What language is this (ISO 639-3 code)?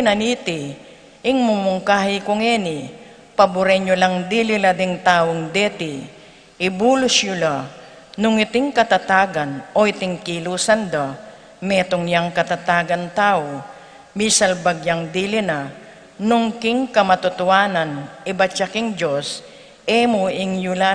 pam